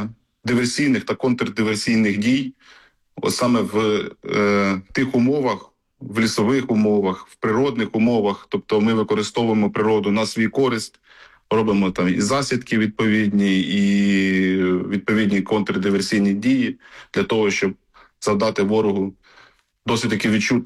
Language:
Ukrainian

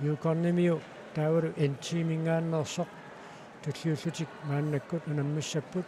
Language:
Kalaallisut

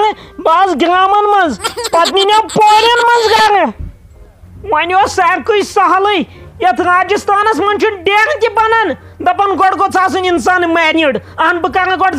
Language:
Kashmiri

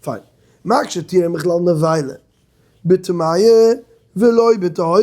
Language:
Yiddish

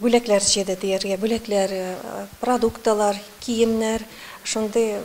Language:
Tatar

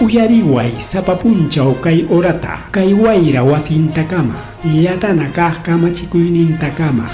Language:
Ayacucho Quechua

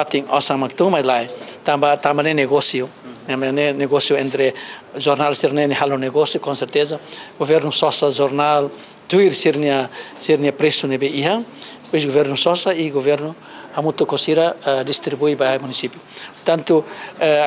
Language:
Tetum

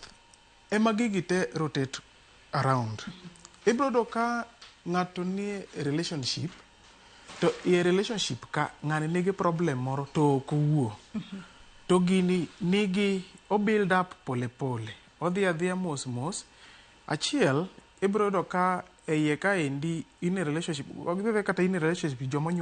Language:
Luo (Kenya and Tanzania)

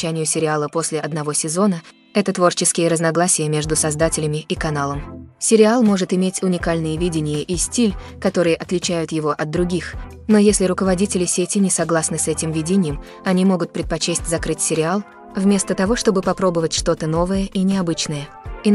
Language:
Russian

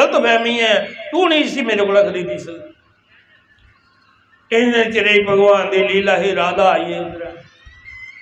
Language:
Dogri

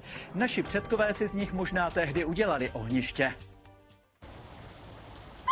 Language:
Czech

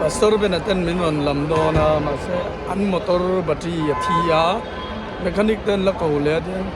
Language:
Mizo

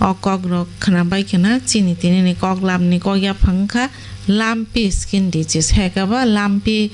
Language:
Kok Borok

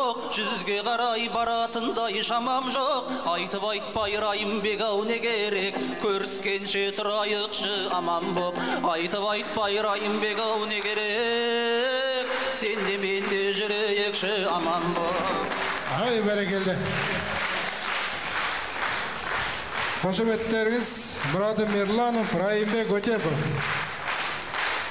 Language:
Kazakh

